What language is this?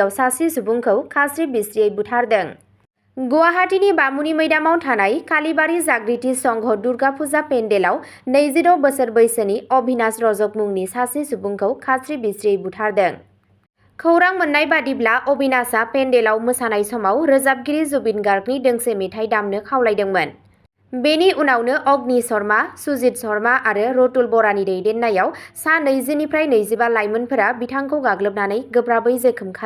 Bodo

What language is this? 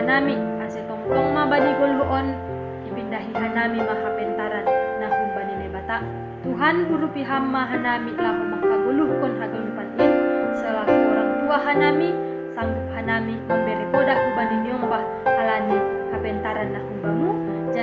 Batak Simalungun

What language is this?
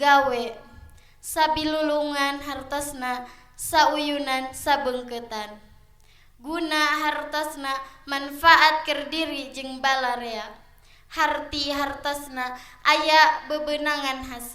Sundanese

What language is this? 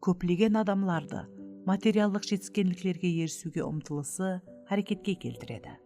Kara-Kalpak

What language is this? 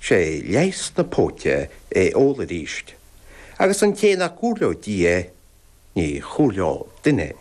Irish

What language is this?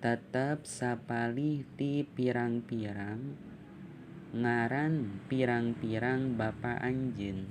Sundanese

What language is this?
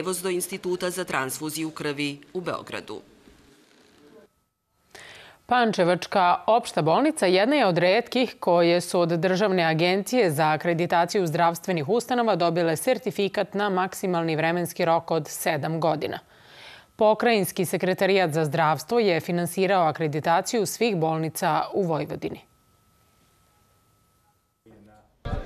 Serbian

